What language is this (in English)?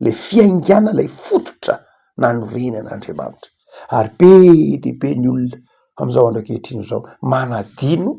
Malagasy